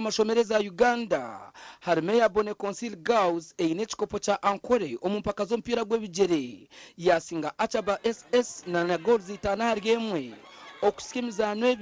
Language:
Nyankole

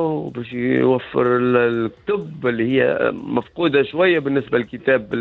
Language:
Tunisian Arabic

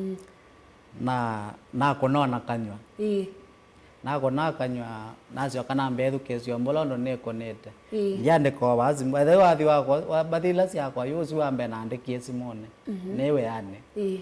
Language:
Kamba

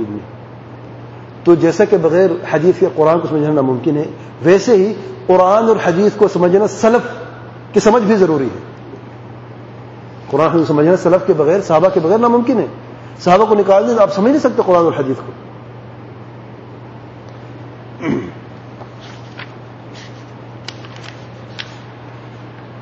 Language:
Urdu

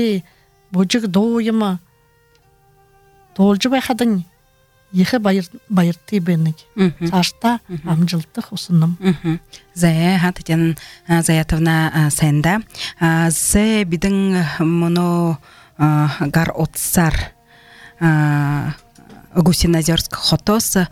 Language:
Buriat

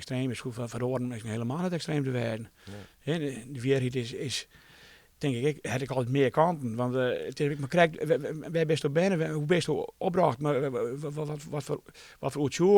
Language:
Western Frisian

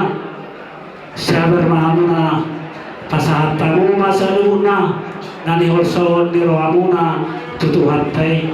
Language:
Batak Toba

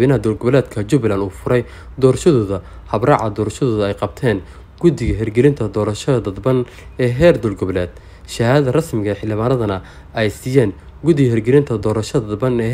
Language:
Somali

